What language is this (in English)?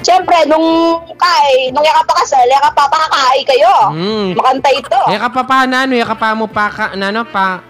Pampanga